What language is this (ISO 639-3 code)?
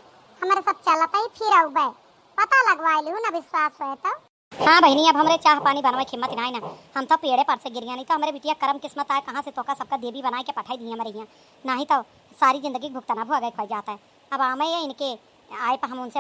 awa